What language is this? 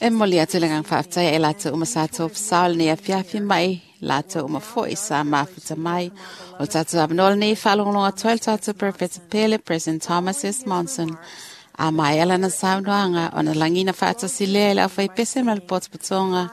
Samoan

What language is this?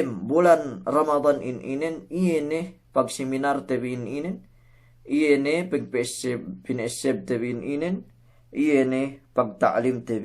Yakan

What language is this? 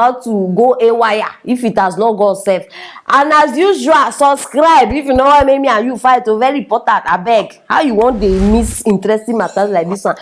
Nigerian Pidgin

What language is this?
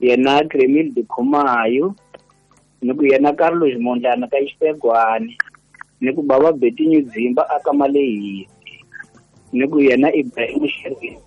Tsonga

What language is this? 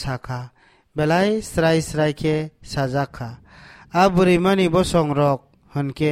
Kok Borok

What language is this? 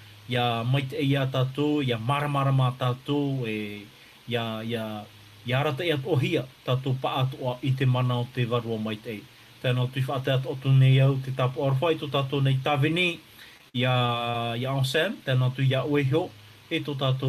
Tahitian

